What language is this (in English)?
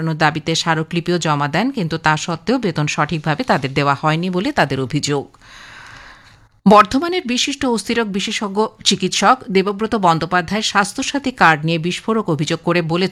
Bangla